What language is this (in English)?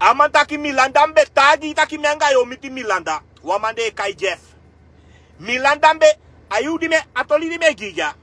Sranan Tongo